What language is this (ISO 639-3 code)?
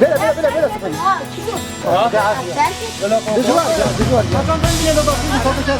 kur